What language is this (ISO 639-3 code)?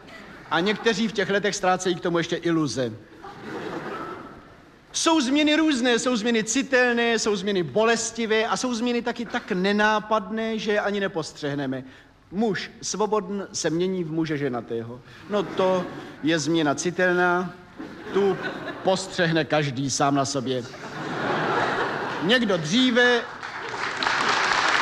ces